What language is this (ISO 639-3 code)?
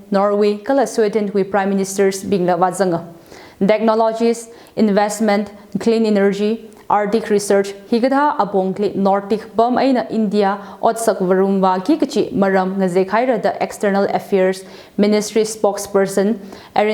nmf